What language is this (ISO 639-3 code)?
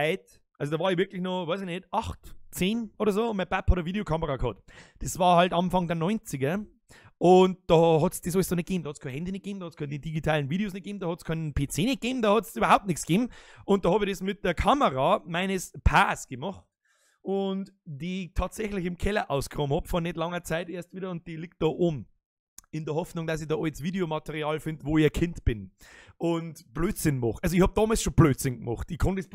bar